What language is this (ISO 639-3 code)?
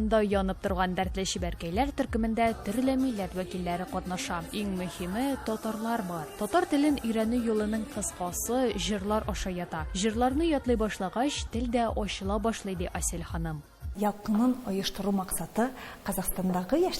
tat